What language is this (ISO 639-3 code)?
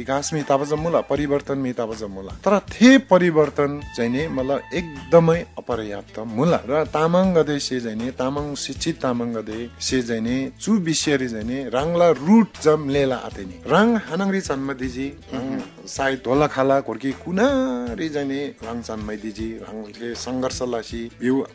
taj